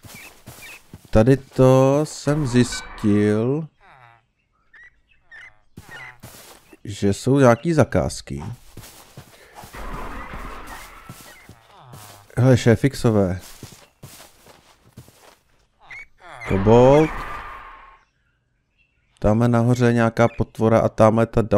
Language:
Czech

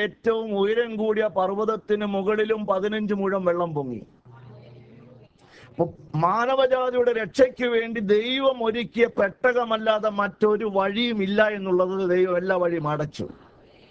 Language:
Malayalam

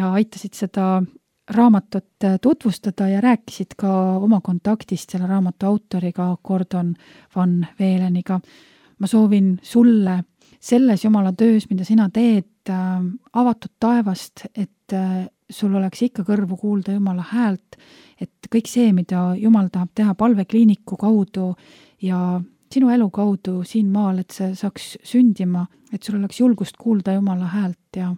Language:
Estonian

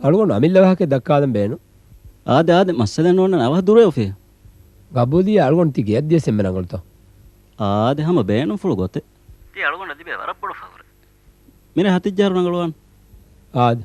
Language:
Divehi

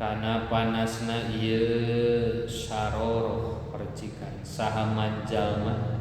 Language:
Sundanese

